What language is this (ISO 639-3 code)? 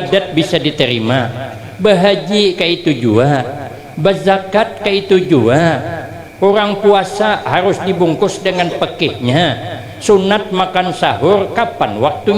bjn